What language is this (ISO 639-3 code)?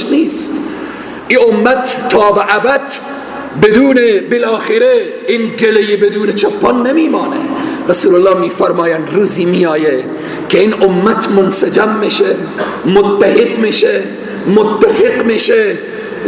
fas